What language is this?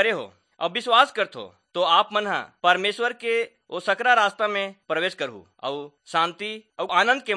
Chhattisgarhi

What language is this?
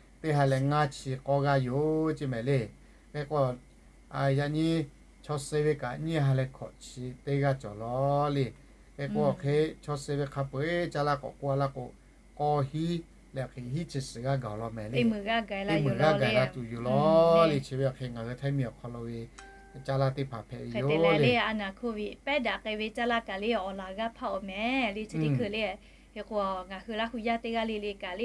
Lahu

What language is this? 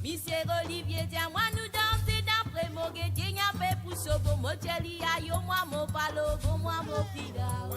Morisyen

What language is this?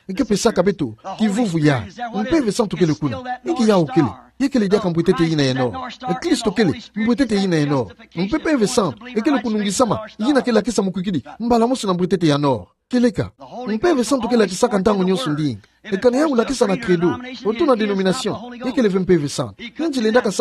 Kituba (Democratic Republic of Congo)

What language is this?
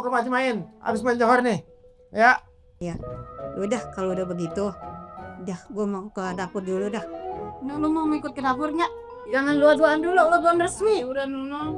Betawi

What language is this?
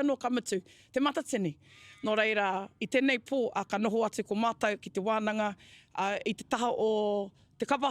Māori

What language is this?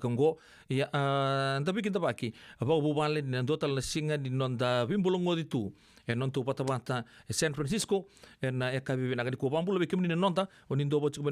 Fijian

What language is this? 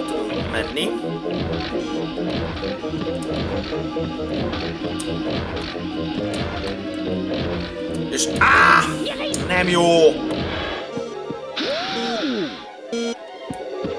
Hungarian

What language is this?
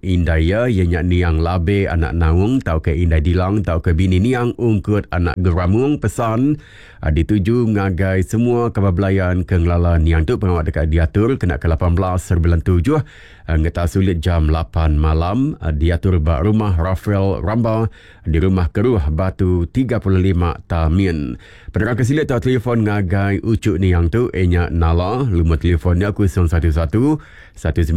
Iban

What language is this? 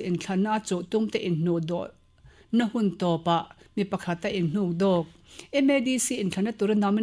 Mizo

